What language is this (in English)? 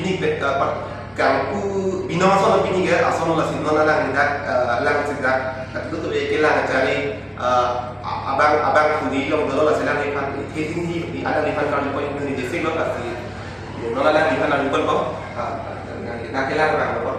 Karbi